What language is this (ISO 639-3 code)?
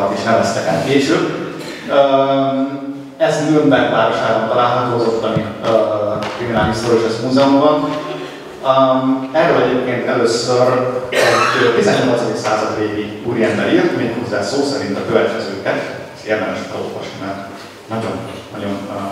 hun